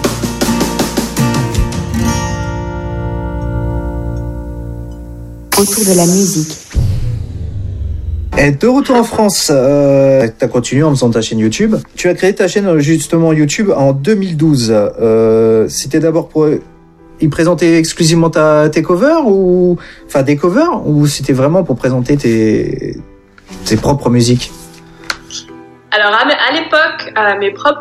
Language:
French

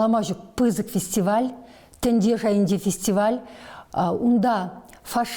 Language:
Chuvash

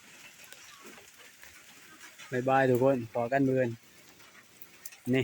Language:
Lao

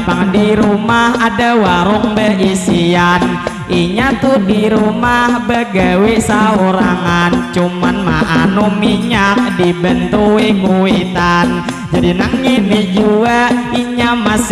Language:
Banjar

